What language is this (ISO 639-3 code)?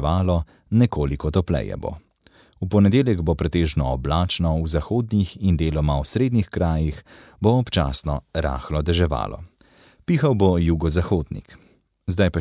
slv